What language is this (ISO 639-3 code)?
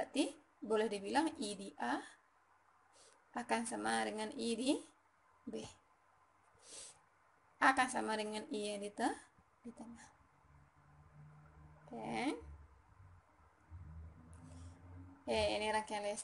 ind